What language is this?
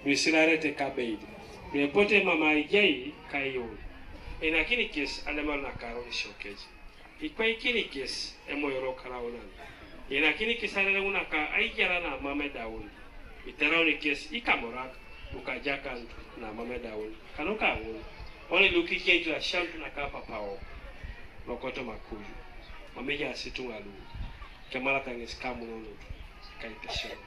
Teso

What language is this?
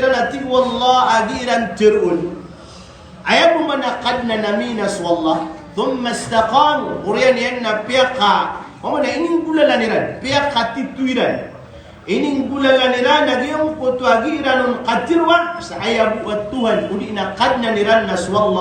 Maranao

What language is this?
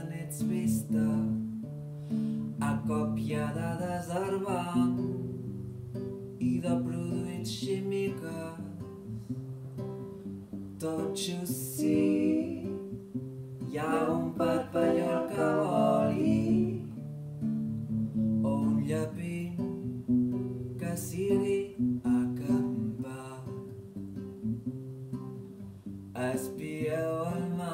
Catalan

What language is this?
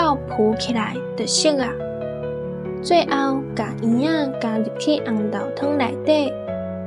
Min Nan Chinese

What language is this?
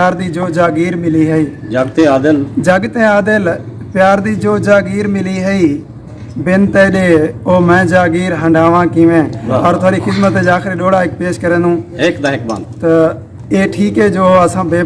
Saraiki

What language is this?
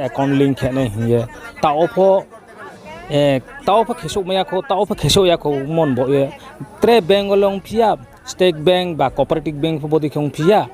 Riang (India)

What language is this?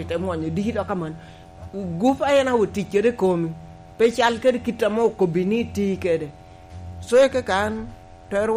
Lango (Uganda)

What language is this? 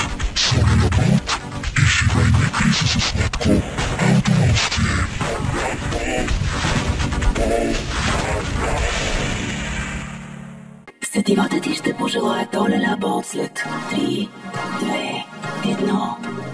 Bulgarian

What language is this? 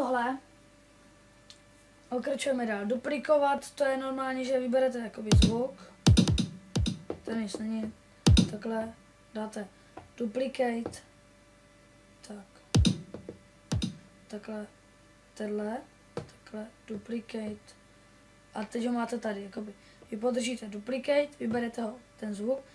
Czech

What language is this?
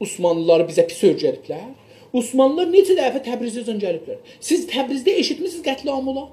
South Azerbaijani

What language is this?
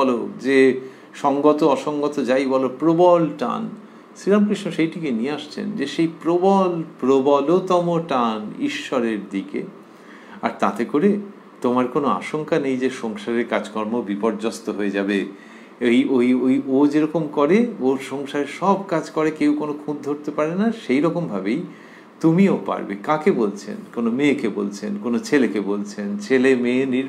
Bangla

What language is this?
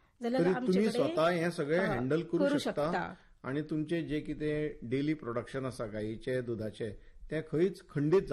Konkani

